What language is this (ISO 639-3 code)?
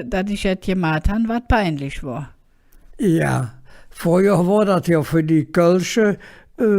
ksh